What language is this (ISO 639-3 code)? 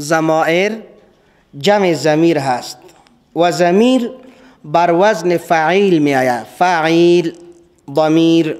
fas